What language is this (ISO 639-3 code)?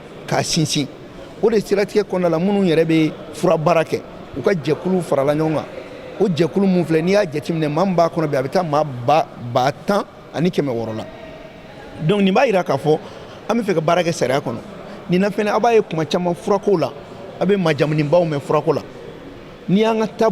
bam